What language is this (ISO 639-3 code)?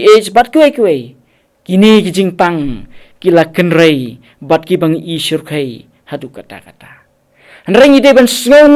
kha